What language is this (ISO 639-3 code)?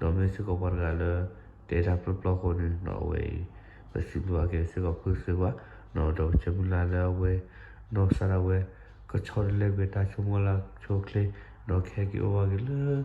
ksw